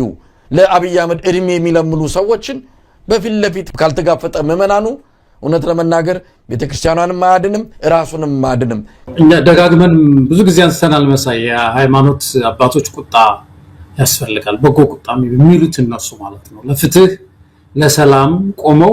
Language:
Amharic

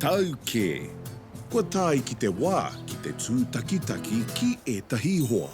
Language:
Māori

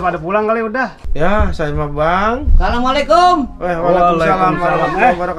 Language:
Betawi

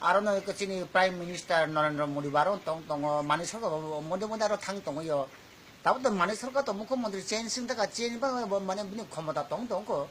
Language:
Kok Borok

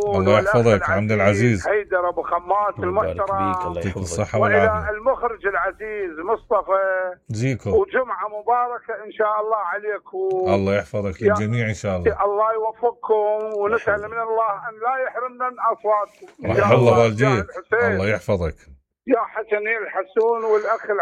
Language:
Mesopotamian Arabic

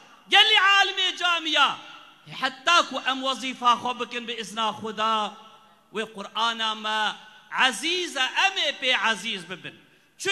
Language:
Kurdish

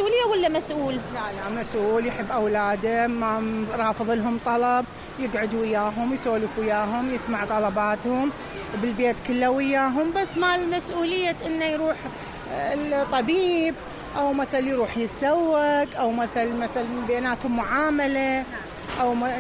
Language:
Mesopotamian Arabic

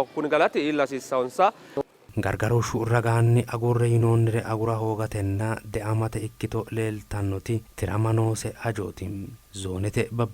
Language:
Sidamo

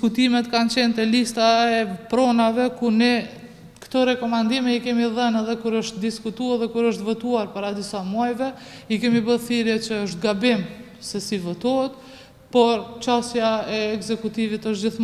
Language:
Albanian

